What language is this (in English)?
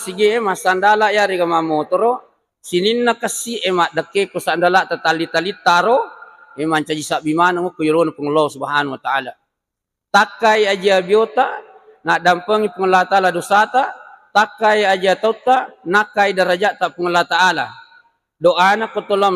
Buginese